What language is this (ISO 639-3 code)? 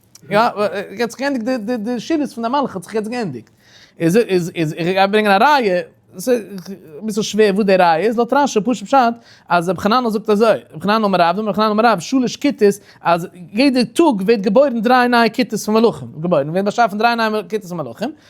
yid